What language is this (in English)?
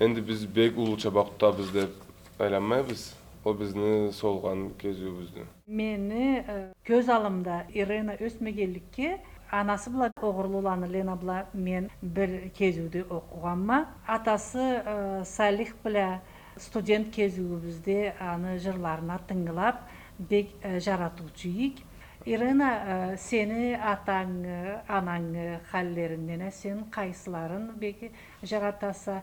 Karachay-Balkar